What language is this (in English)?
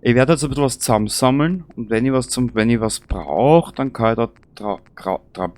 Bavarian